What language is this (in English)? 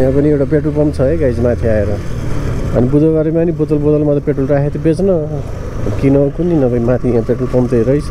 Nepali